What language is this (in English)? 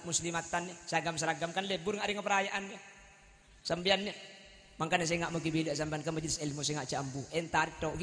Madurese